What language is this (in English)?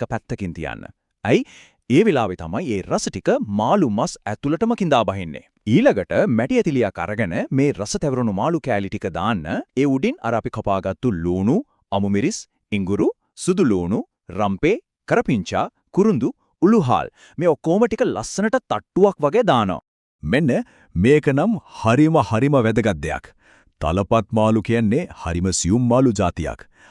Sinhala